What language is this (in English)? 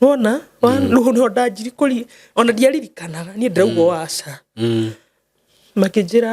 Kikuyu